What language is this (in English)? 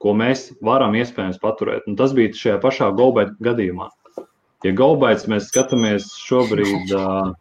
Latvian